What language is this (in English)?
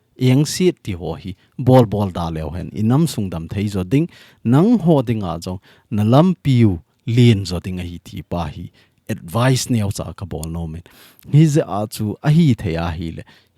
Thado Chin